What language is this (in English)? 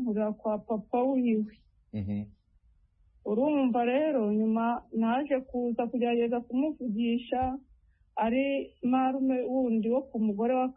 Kinyarwanda